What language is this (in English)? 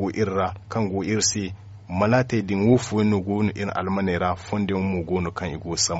Zarma